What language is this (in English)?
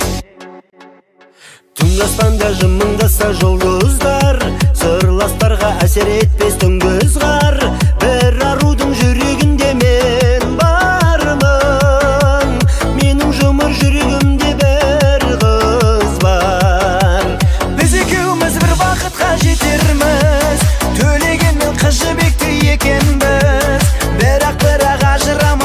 Kazakh